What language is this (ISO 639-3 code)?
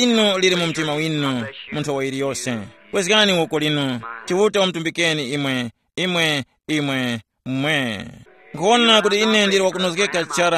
tum